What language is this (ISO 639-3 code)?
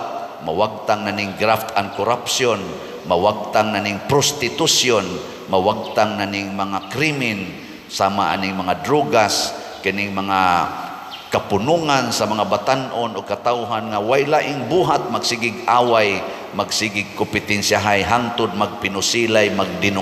ceb